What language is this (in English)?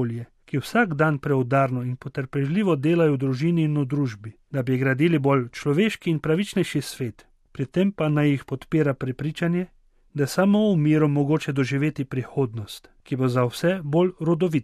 Slovenian